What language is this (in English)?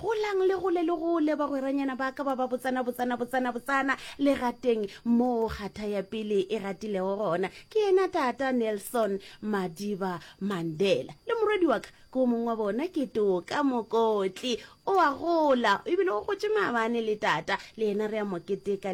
Northern Sotho